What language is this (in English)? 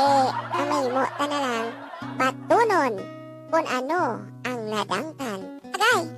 Hiligaynon